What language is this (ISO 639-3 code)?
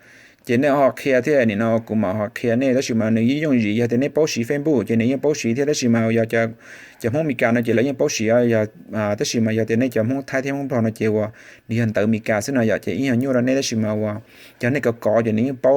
hmn